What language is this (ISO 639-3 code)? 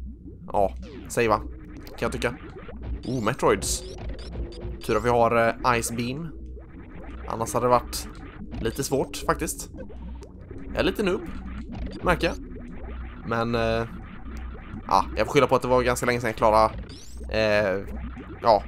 swe